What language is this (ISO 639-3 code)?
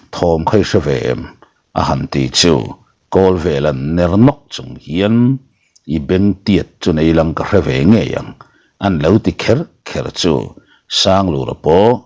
lus